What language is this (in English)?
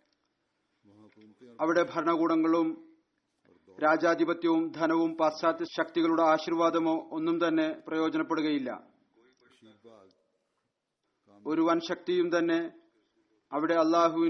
Malayalam